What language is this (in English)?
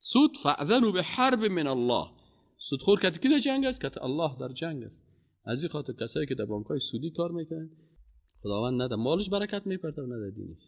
Persian